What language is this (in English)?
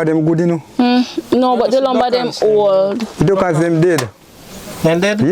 Jamaican Creole English